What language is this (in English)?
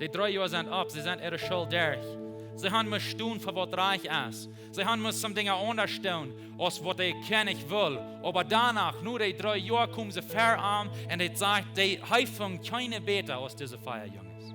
Plautdietsch